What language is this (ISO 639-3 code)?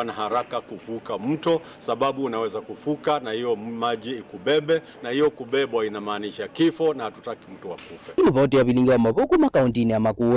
kam